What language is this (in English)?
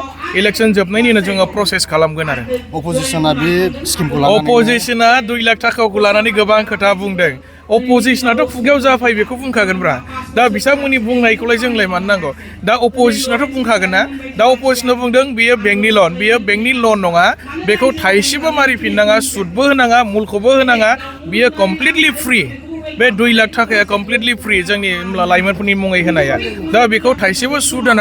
Bodo